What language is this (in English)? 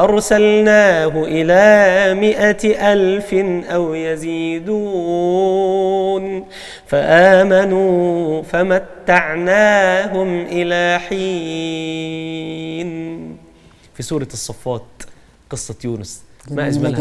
Egyptian Arabic